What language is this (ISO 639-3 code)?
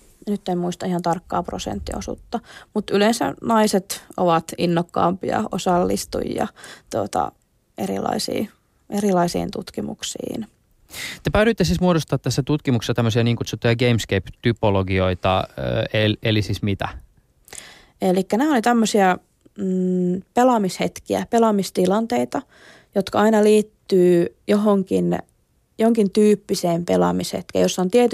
fin